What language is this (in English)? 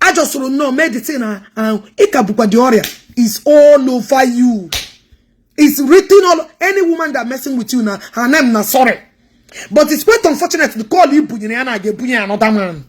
Igbo